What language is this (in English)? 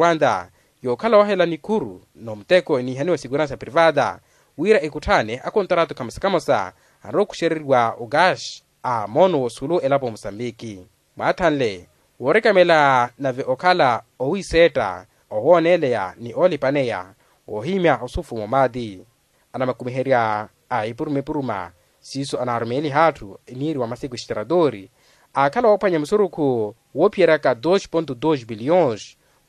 Makhuwa